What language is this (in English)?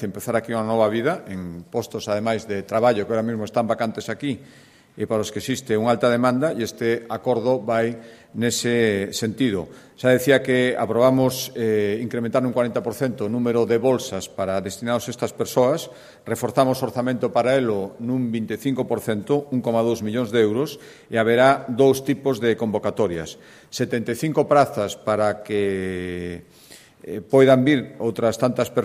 Galician